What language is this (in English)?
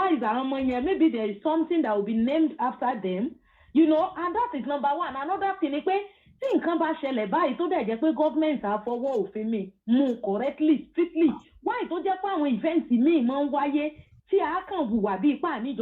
Yoruba